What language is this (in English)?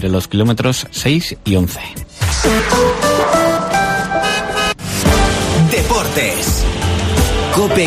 Spanish